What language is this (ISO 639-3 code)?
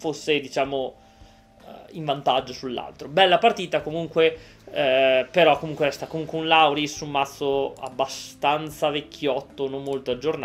ita